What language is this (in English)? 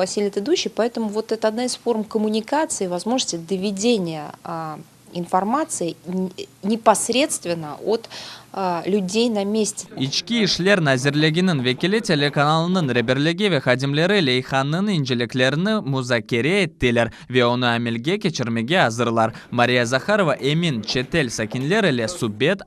Crimean Tatar